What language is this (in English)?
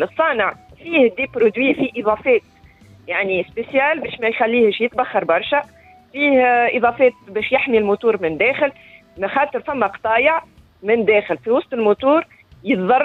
Tunisian Arabic